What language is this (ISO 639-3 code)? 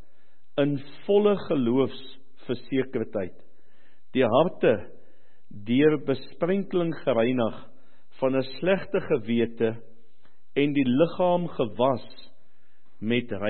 afr